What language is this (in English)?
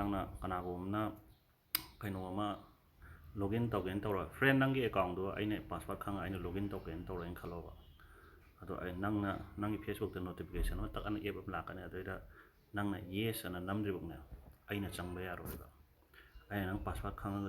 Manipuri